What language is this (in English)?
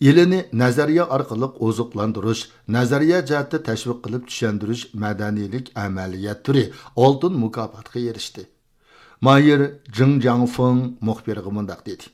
Uyghur